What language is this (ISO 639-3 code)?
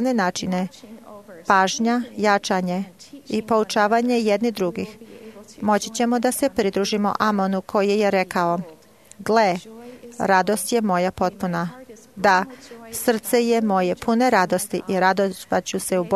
srp